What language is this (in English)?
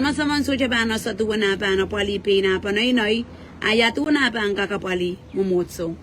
Pohnpeian